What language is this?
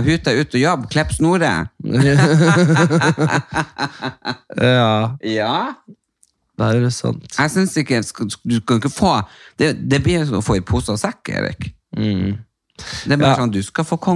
Norwegian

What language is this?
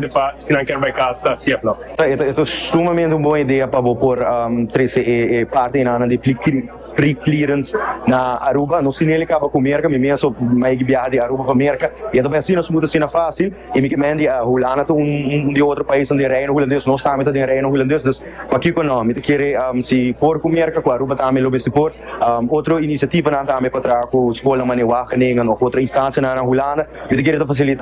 Papiamento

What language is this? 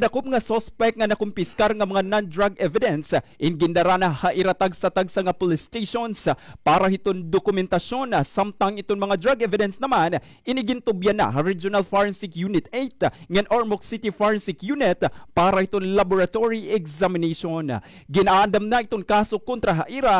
Waray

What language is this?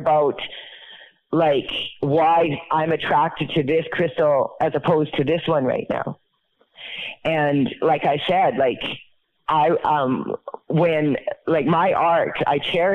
English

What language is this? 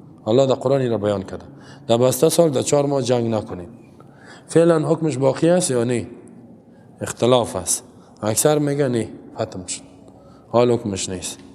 Persian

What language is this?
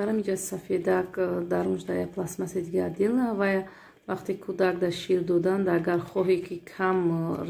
Tajik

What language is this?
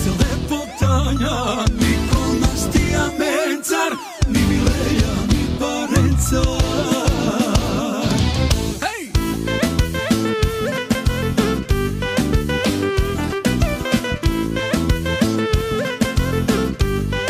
Croatian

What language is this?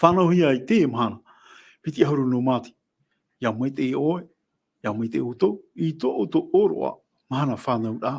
Tahitian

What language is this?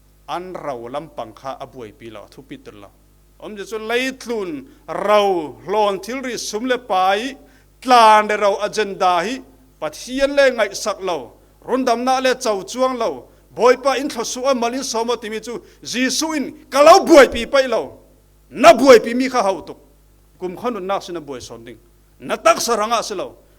Falam Chin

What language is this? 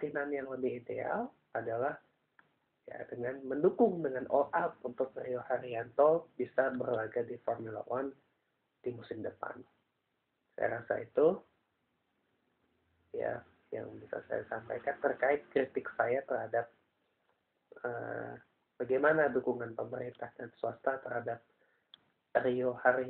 Indonesian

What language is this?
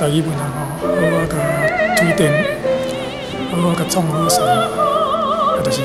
Min Nan Chinese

